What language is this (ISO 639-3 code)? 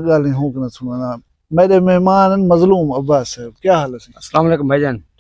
skr